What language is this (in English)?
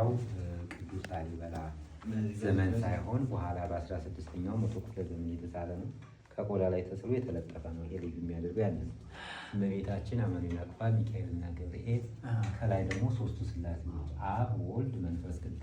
Amharic